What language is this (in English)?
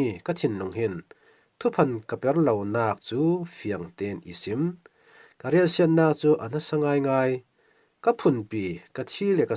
Falam Chin